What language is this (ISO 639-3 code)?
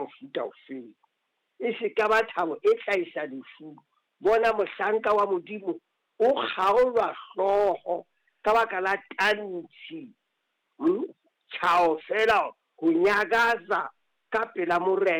sot